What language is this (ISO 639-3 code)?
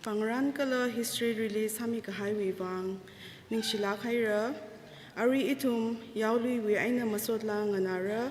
nmf